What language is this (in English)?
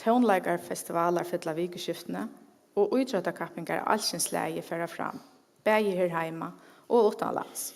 Faroese